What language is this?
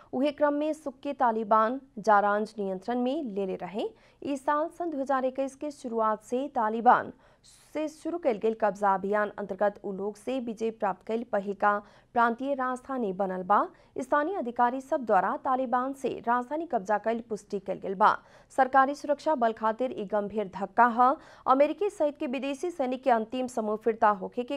Bhojpuri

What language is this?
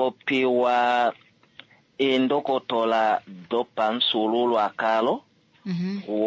Kuanyama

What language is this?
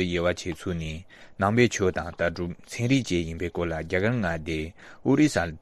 Tibetan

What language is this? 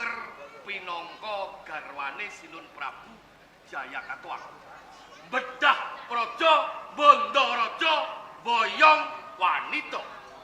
Javanese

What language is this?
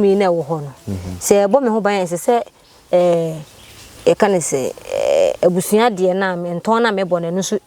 Akan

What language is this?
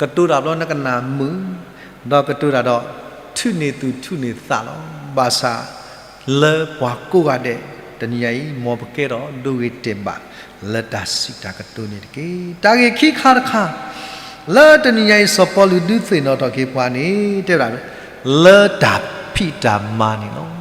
S'gaw Karen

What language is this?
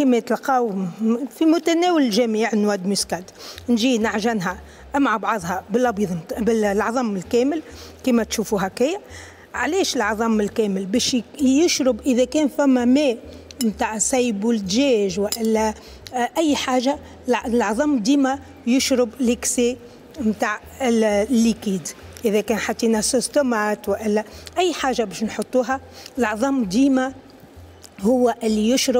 Tunisian Arabic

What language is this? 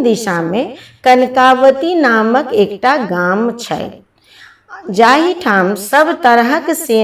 Maithili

